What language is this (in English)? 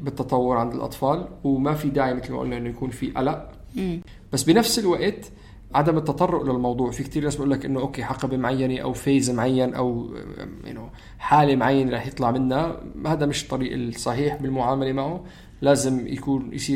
North Levantine Arabic